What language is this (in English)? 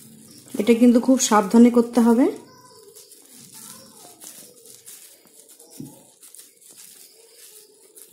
Bangla